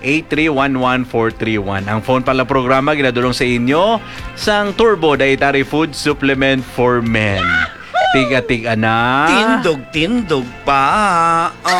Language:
Hiligaynon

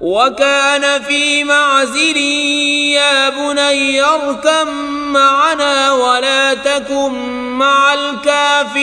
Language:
Kashmiri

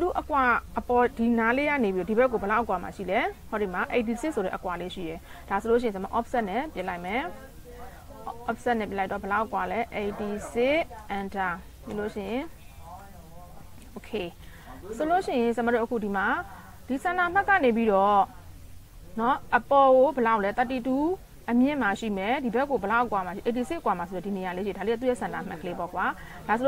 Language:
Burmese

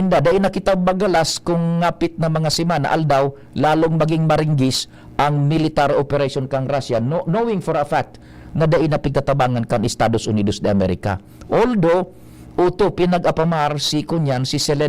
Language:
Bikol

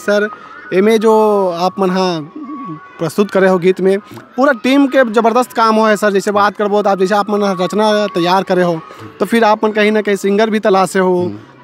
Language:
Chhattisgarhi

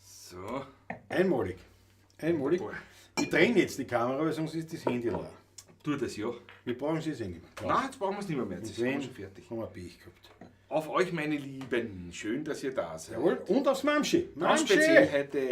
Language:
Bavarian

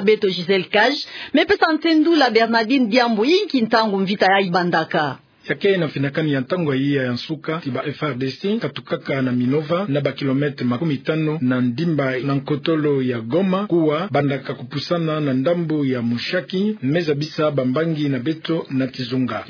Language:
Kituba (Democratic Republic of Congo)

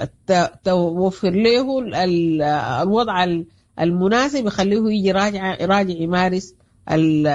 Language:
Sudanese Arabic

